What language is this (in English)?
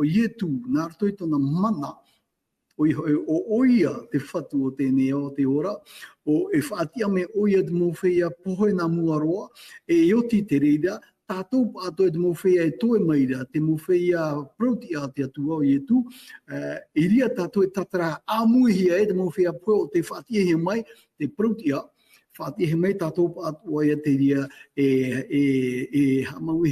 Tahitian